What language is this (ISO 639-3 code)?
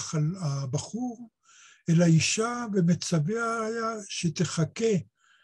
heb